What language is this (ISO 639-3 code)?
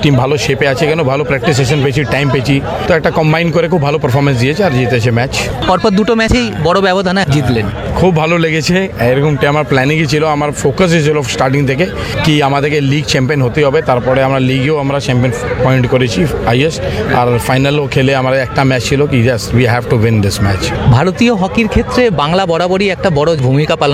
ben